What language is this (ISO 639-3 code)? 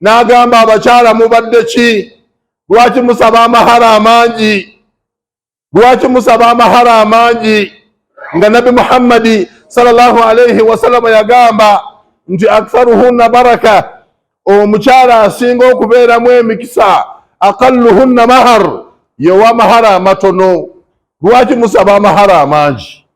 lug